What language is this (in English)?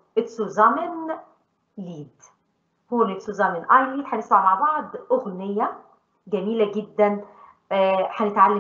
Egyptian Arabic